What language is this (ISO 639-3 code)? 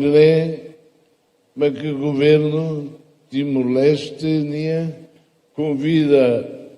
tet